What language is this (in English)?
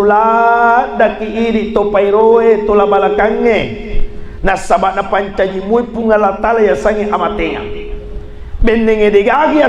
Buginese